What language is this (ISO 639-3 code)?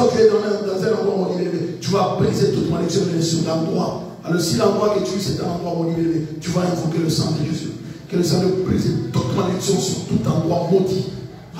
fra